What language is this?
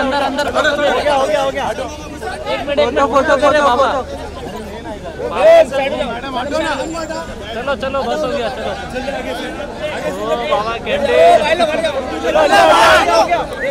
Hindi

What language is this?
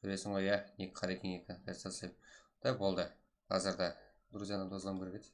Kara-Kalpak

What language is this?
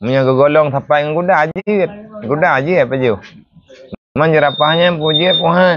Achinese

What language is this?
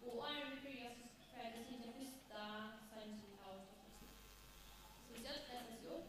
Faroese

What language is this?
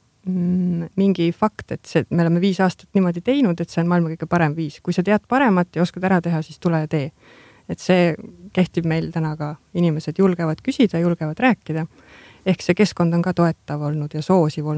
Estonian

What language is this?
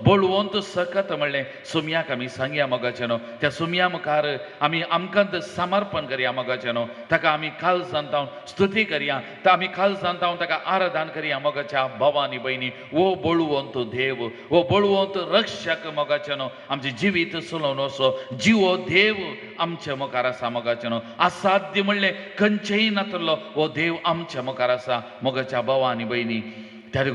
Konkani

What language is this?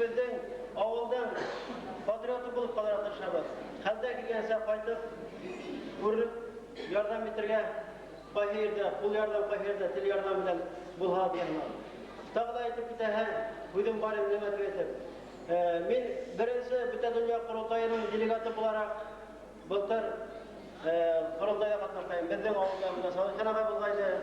Bashkir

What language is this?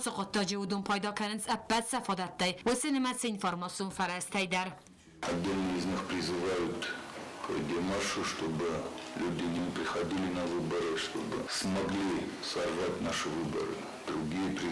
Ossetic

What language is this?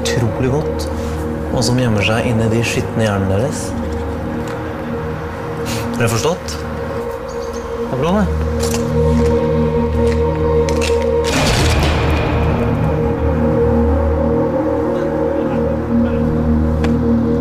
Norwegian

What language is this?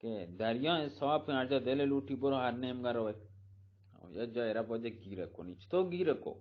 Eastern Balochi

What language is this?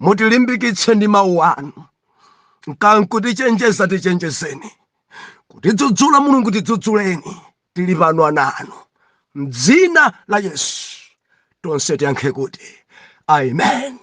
Nyanja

